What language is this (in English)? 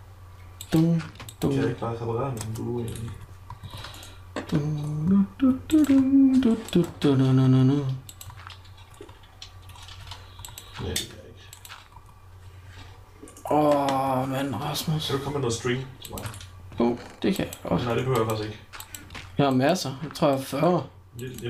Danish